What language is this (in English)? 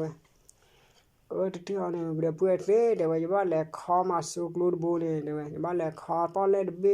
S'gaw Karen